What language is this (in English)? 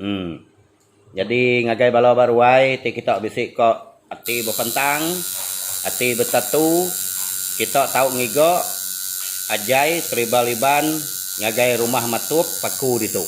Iban